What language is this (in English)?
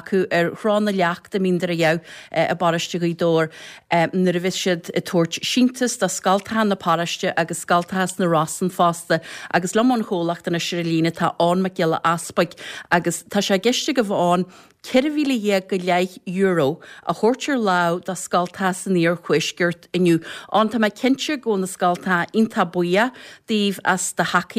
Irish